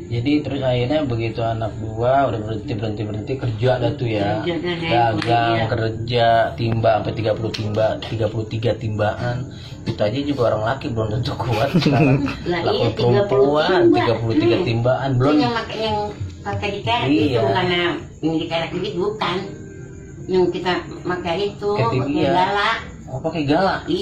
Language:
Betawi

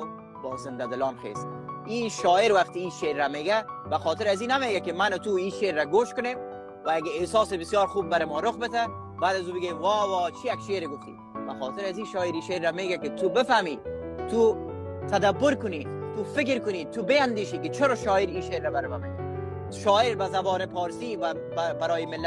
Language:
Tajik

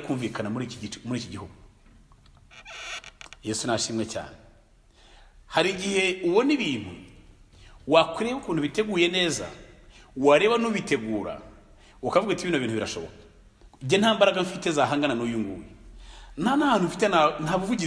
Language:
Kinyarwanda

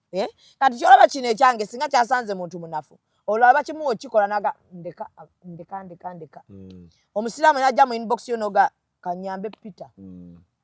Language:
Ganda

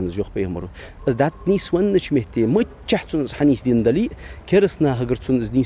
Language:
Ingush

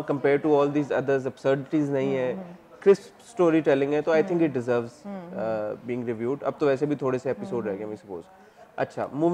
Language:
Hindi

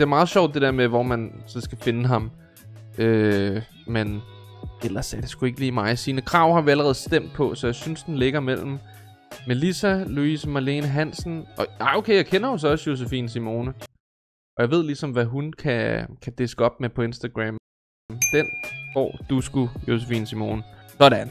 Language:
Danish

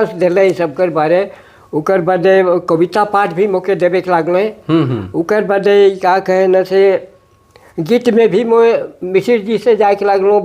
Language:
Sadri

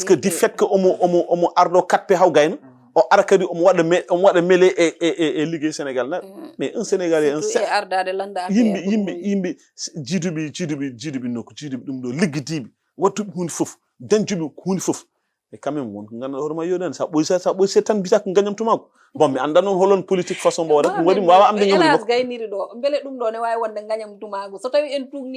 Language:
Fula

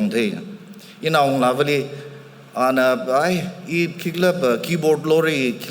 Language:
Tangkhul Naga (India)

